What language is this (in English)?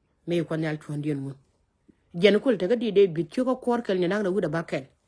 Nuer